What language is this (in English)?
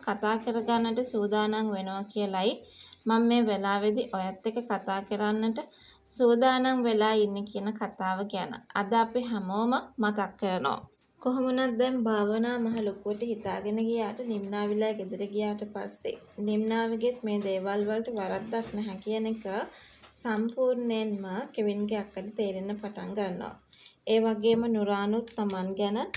Sinhala